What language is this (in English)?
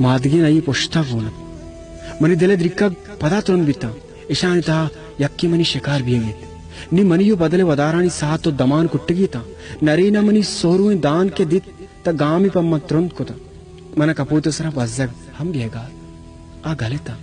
Baluchi